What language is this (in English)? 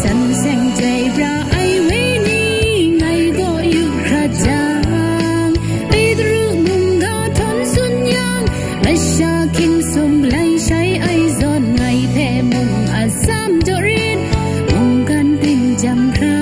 Kachin